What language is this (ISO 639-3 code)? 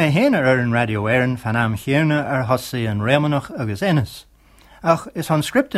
gle